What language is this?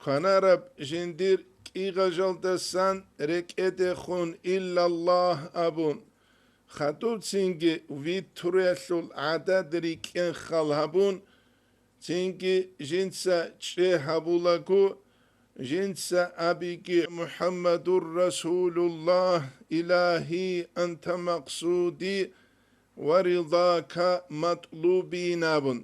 Avaric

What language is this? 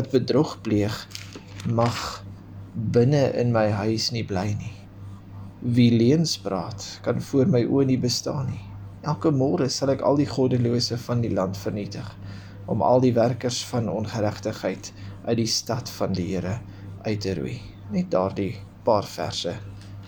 Afrikaans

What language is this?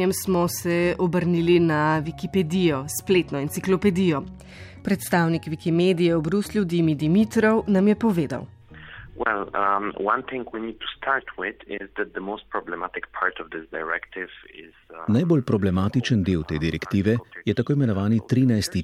Slovenian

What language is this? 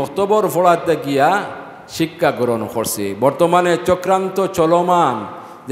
Sylheti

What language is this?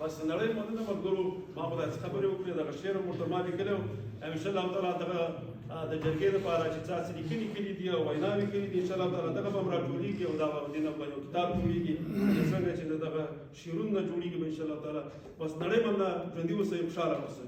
Pashto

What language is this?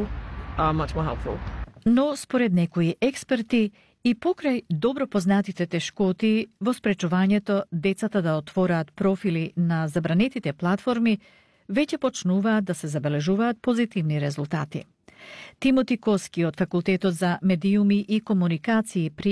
Macedonian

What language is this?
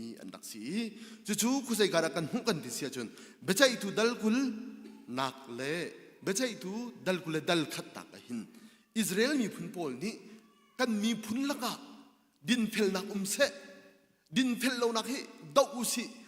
Hakha Chin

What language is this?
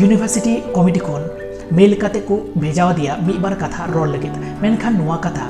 Santali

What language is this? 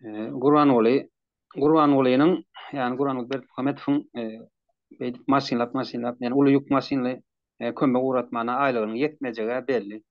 Turkmen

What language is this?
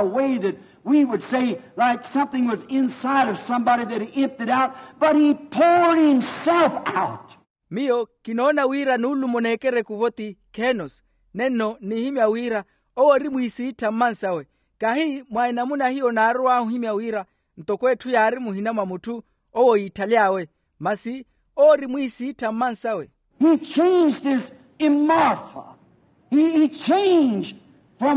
Makhuwa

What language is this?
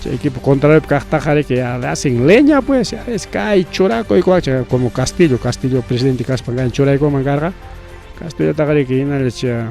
Ayacucho Quechua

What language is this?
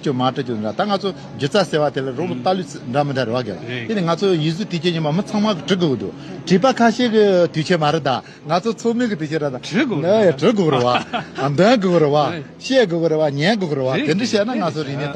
Tibetan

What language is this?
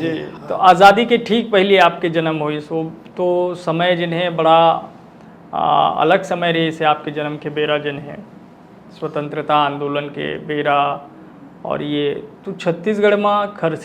Chhattisgarhi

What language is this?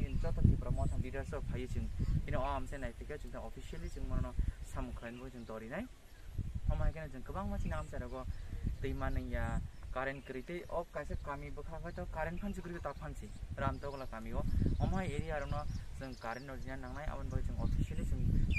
Kok Borok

